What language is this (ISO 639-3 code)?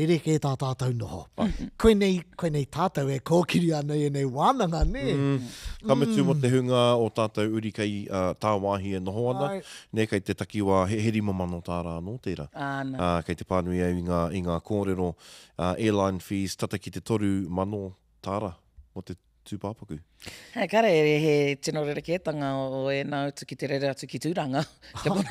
mri